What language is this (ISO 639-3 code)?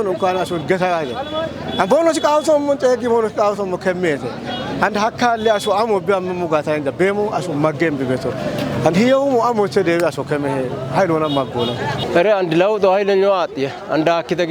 kbr